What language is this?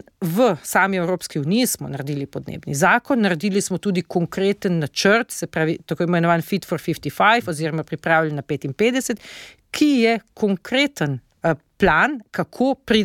Slovenian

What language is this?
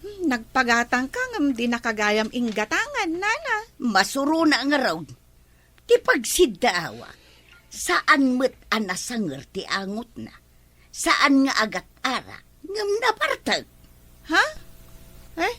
Iloko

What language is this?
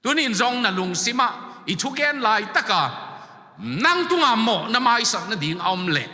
Tedim Chin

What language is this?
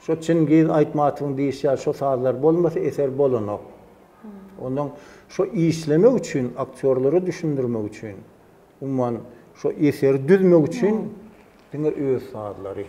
Turkmen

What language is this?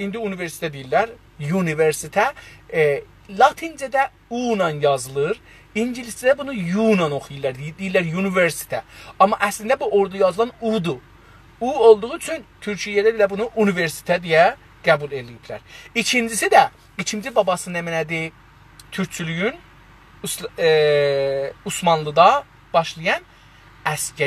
South Azerbaijani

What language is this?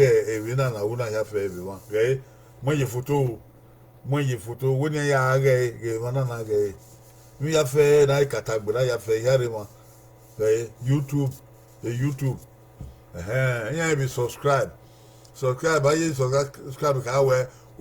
Bini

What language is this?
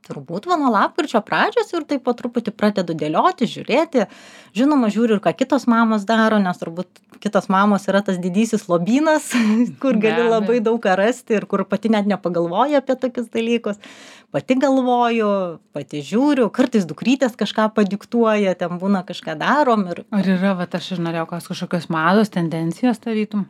Lithuanian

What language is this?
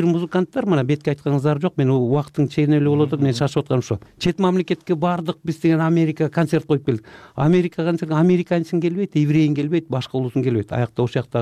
Kyrgyz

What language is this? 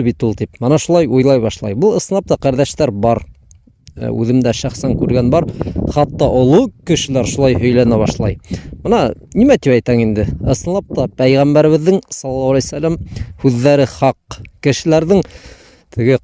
Bashkir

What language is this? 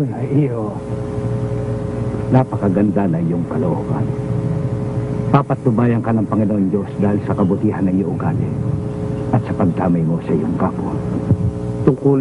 Filipino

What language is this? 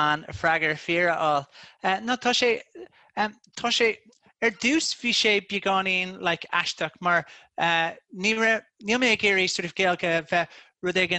Irish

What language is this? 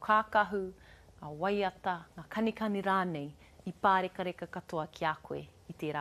Māori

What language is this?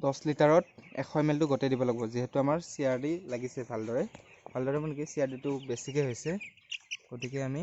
Assamese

